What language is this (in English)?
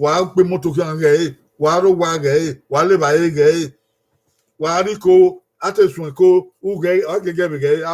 Bini